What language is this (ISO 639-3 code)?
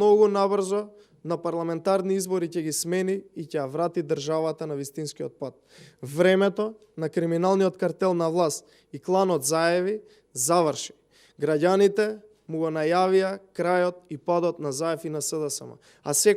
mkd